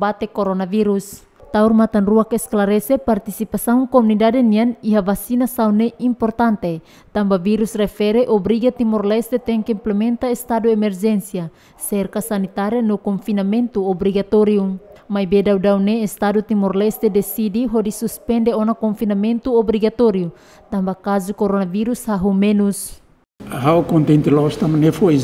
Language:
Tetum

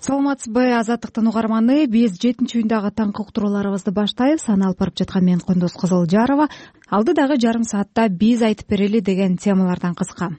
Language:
Kyrgyz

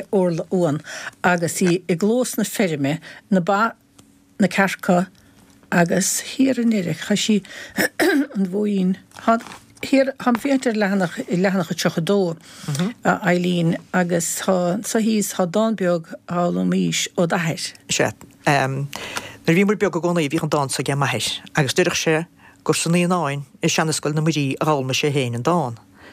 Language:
Irish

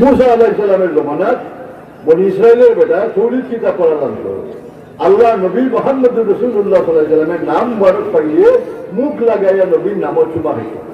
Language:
Sylheti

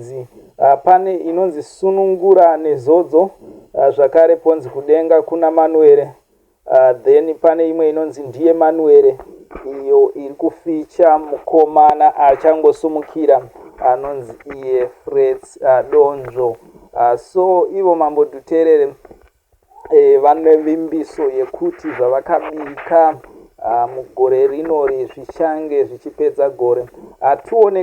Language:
Shona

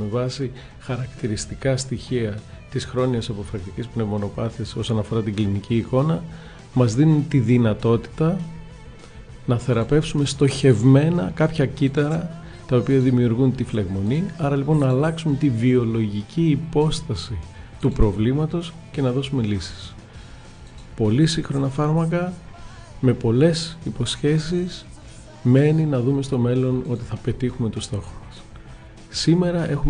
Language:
Greek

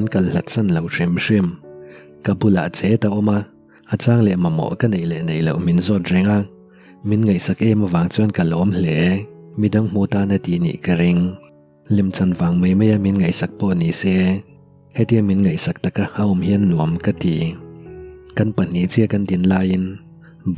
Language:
Mizo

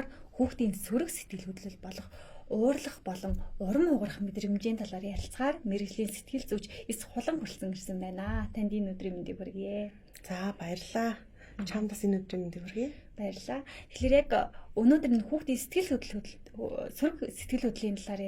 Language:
Mongolian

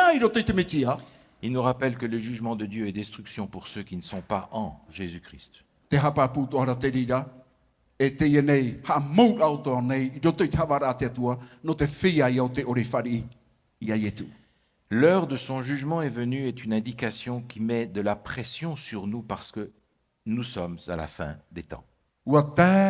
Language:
Tahitian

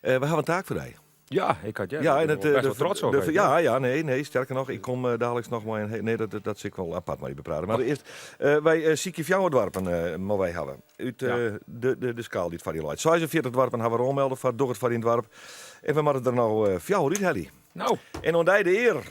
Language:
Western Frisian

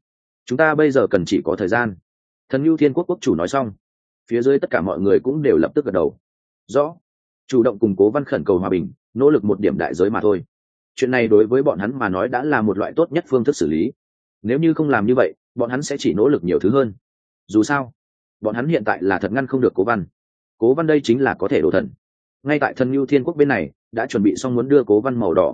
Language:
Vietnamese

